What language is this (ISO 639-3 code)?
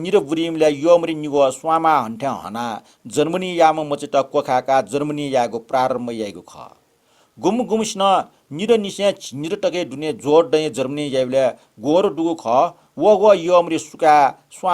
new